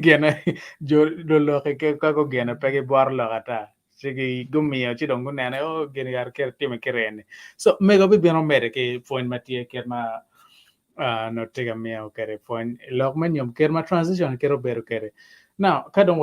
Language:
Acoli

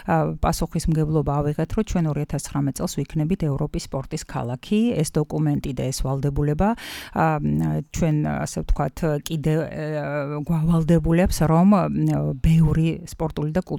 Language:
Georgian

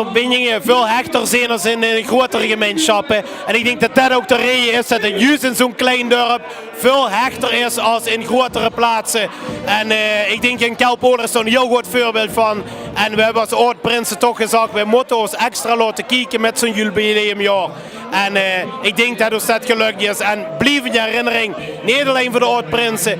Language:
Limburgish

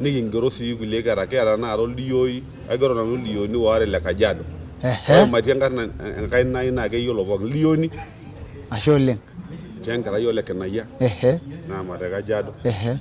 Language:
Masai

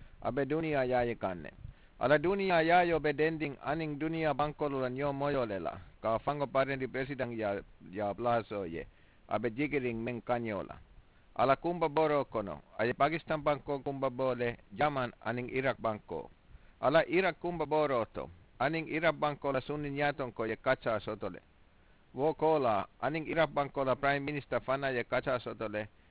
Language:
Mandingo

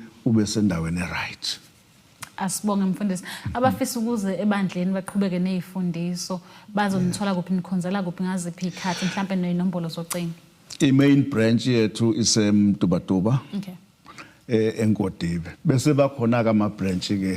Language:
Zulu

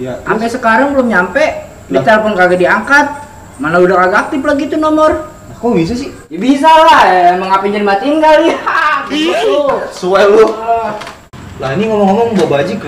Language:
Betawi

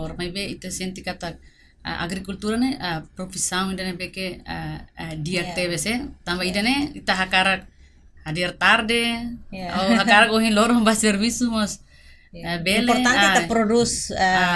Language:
Tetum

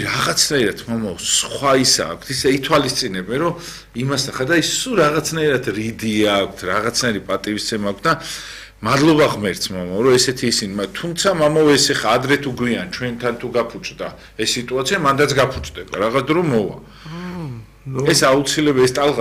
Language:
Georgian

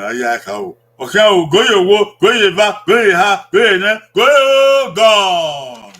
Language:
Bini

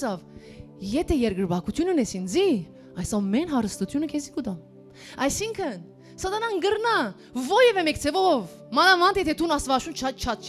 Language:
Western Armenian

